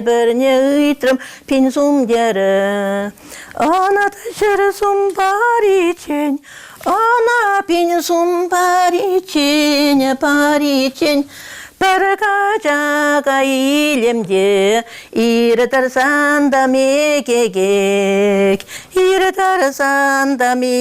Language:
Chuvash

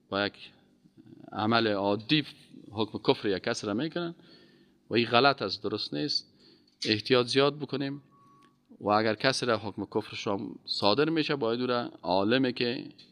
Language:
Persian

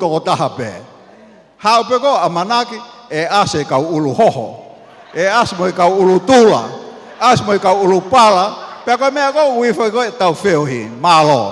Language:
Tongan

